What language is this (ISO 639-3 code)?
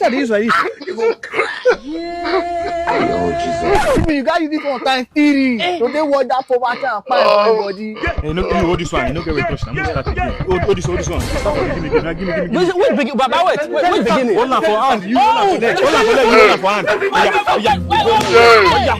pcm